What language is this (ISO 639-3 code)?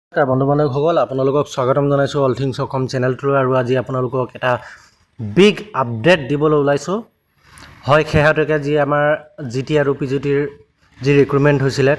asm